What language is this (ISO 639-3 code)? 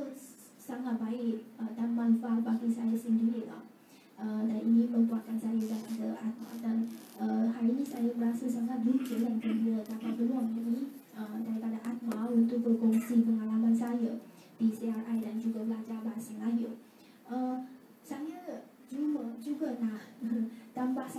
msa